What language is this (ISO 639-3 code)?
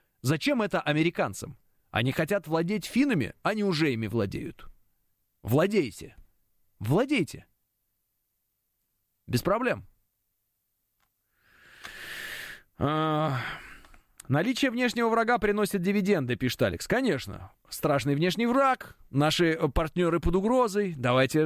rus